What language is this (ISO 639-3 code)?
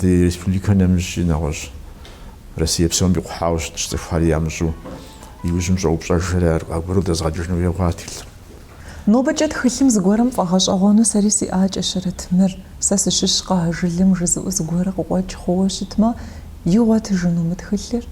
kbd